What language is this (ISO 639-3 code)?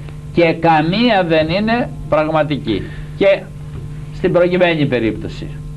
ell